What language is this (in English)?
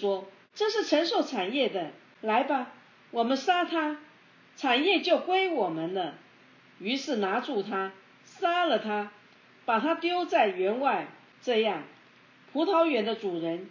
Chinese